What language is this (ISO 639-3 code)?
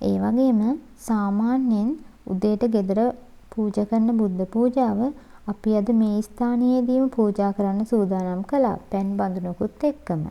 sin